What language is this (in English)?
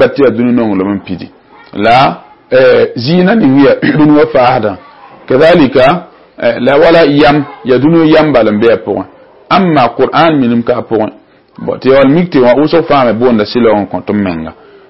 Mossi